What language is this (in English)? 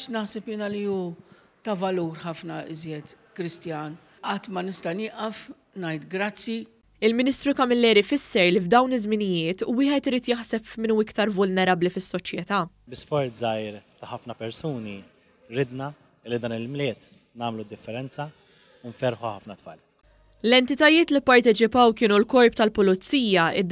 Maltese